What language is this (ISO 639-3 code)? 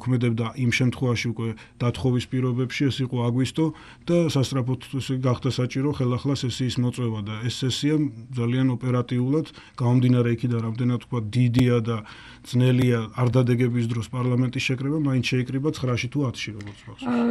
kat